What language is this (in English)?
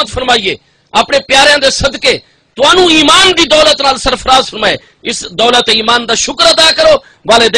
Saraiki